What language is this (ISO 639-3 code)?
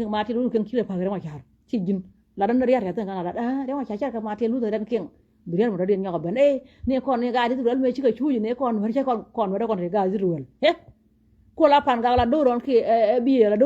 nus